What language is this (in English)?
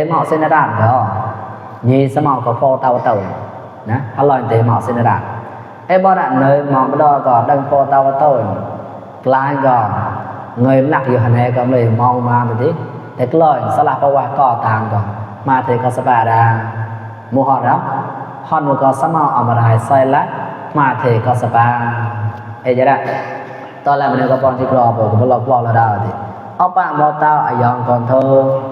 Mon